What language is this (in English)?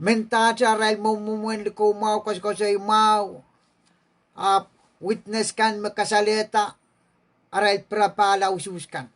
Pohnpeian